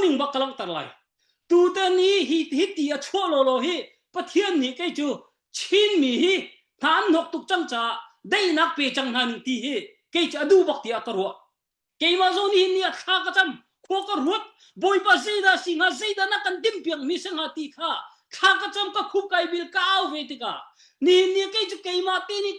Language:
Hakha Chin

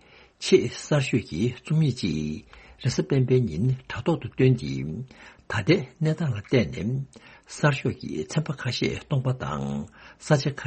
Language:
Tibetan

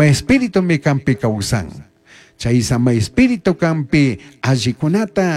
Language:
Chimborazo Highland Quichua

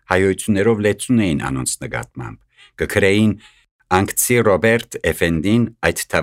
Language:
Armenian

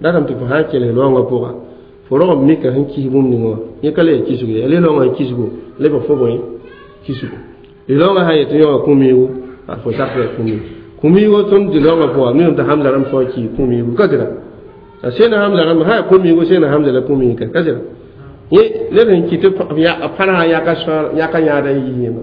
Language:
Mossi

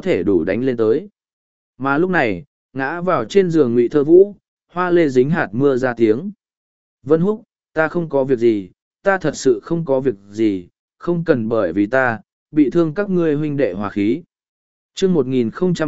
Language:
Vietnamese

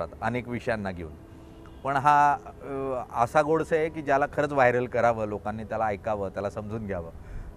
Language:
Marathi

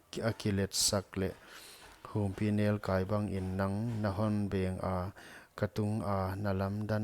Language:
Paite Chin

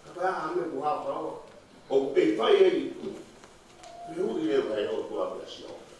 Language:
Tongan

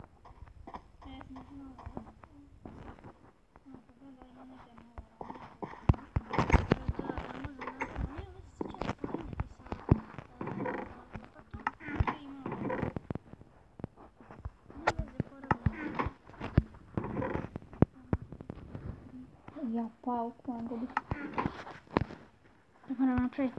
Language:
Croatian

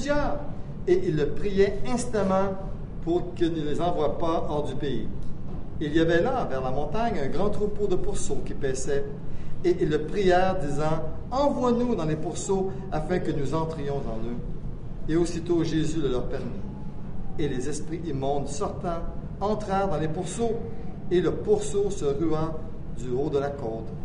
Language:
French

